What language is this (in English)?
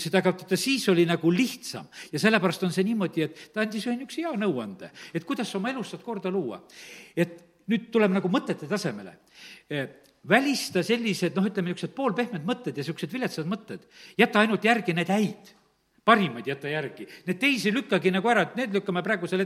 Estonian